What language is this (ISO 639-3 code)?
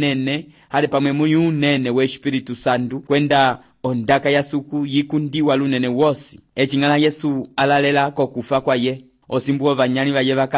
umb